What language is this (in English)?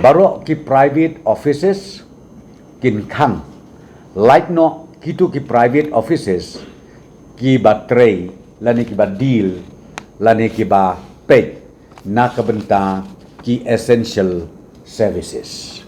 Khasi